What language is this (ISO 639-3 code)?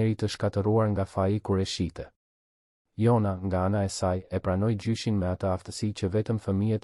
sqi